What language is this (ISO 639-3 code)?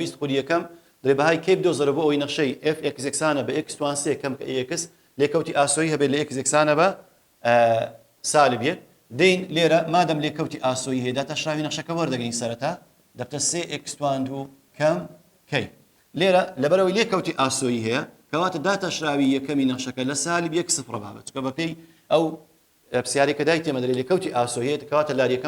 ckb